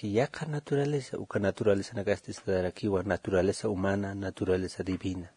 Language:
Aymara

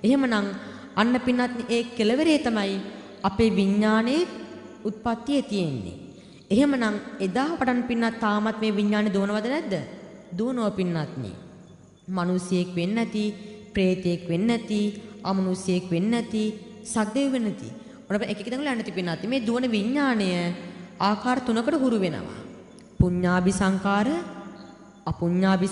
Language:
Sinhala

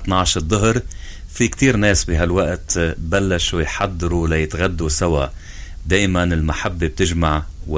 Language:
North Levantine Arabic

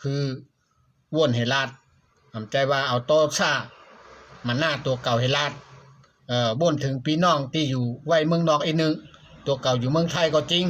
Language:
Shan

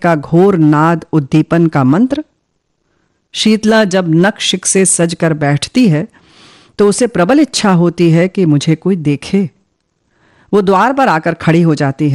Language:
Hindi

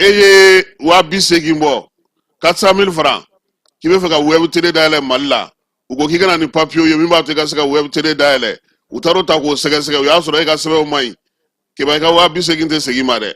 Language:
Bambara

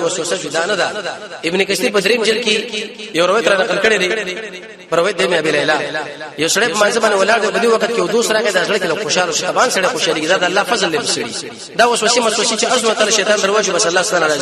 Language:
Pashto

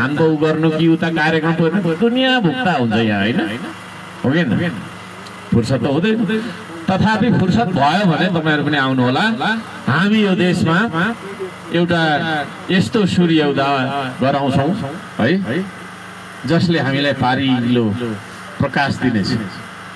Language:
Nepali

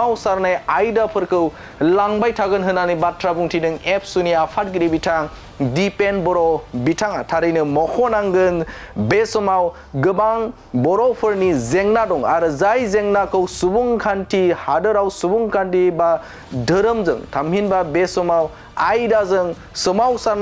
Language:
Bodo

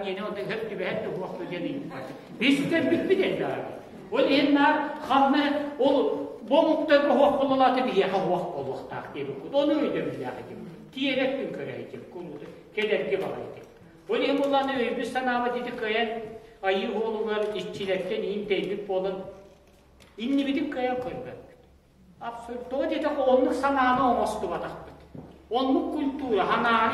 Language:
Yakut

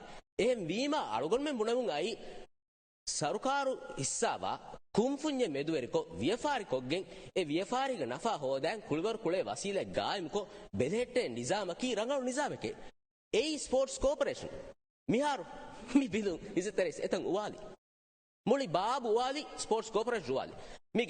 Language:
Divehi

